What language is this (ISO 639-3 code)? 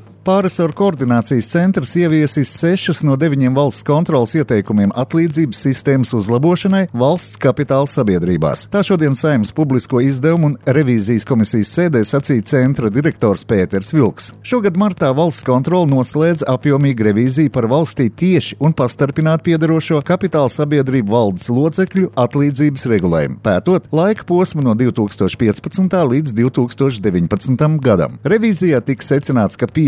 lav